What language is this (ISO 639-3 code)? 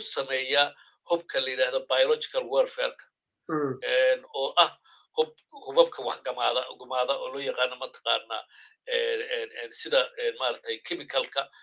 som